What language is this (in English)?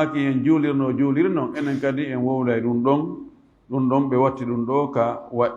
Fula